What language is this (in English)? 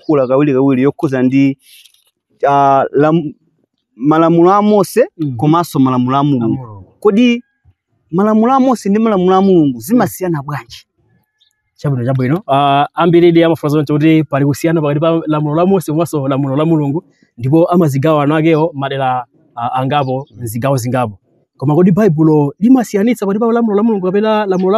Nyanja